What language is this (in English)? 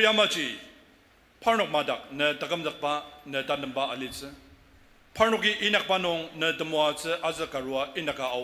Ao Naga